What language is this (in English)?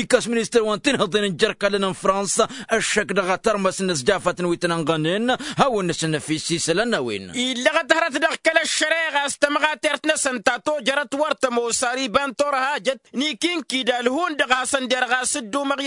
Tamasheq